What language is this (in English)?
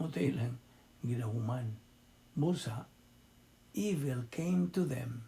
Cebuano